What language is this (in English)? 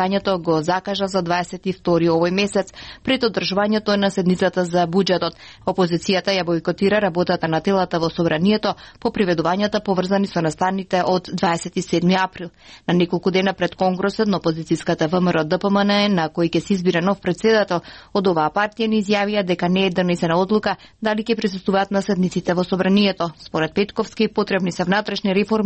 Macedonian